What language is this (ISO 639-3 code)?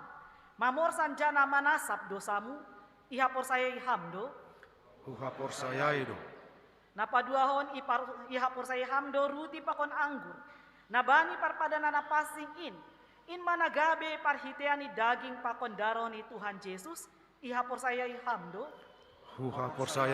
bts